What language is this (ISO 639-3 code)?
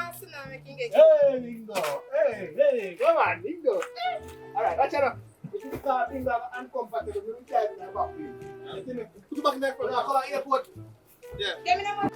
jam